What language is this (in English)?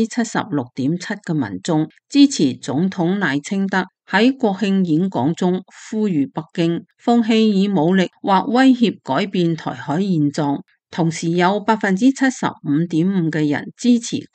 Cantonese